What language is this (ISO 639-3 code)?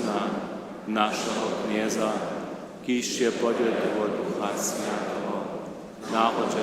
hsb